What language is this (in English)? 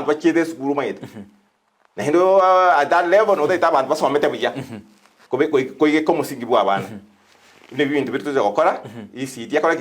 Gusii